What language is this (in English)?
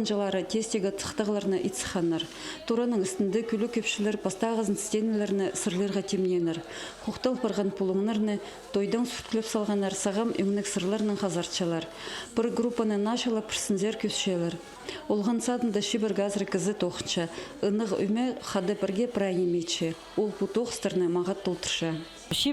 Khakas